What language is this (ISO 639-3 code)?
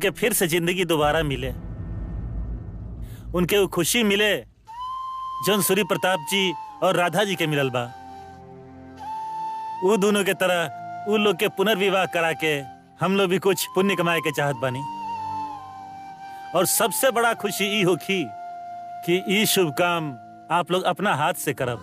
bho